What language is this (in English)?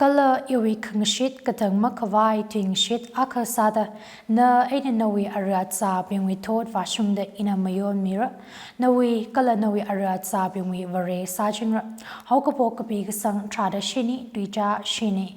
Tangkhul Naga (India)